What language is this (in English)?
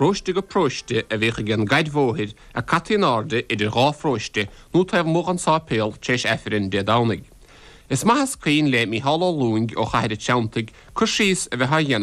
Irish